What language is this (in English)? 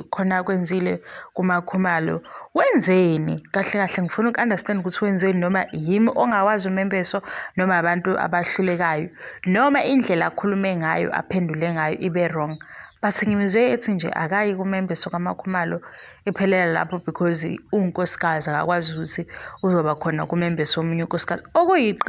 Zulu